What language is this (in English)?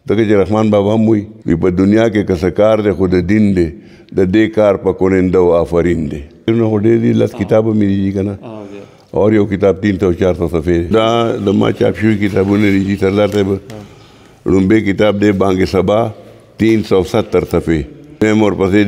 Pashto